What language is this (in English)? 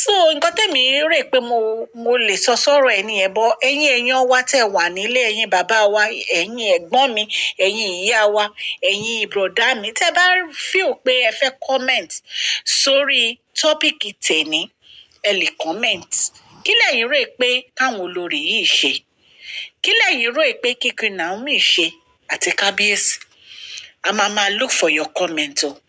Yoruba